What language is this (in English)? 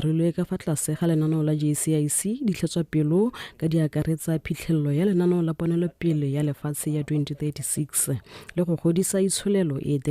Tswana